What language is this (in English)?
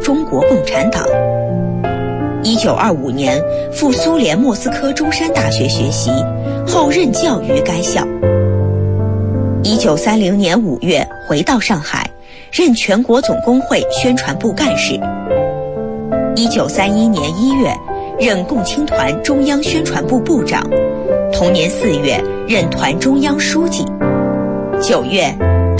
Chinese